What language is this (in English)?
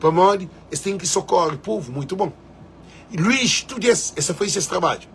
Kabuverdianu